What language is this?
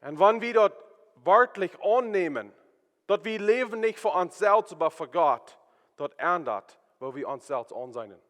Plautdietsch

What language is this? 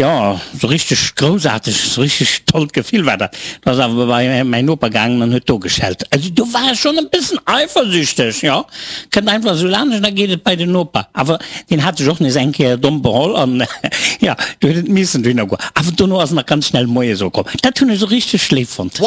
Luxembourgish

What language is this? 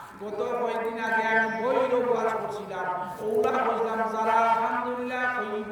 Sylheti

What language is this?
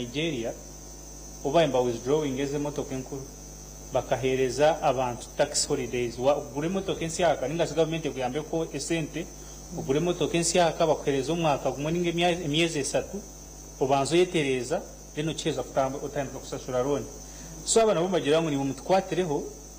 Nyankole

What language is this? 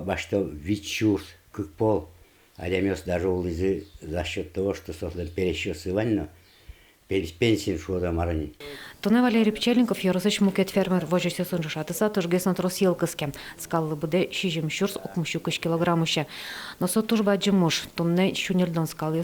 Udmurt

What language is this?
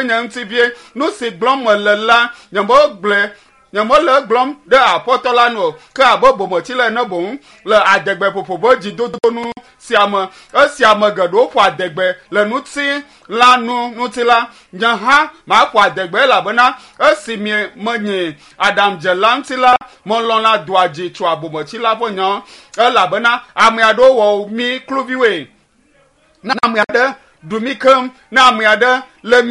Ewe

